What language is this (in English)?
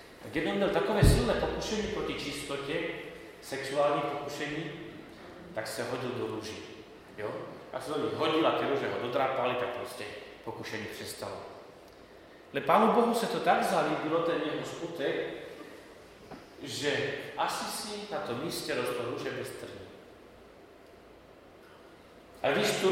Slovak